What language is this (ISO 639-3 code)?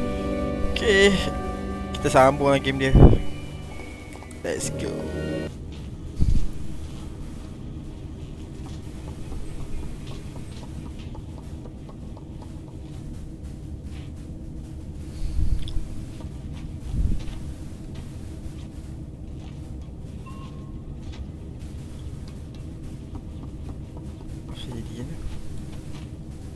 msa